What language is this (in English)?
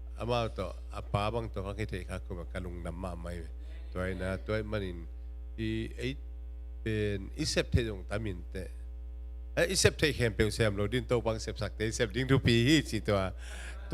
Tedim Chin